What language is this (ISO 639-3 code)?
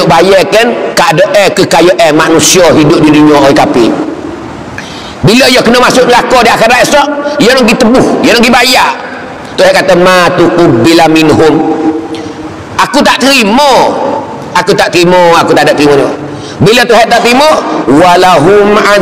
msa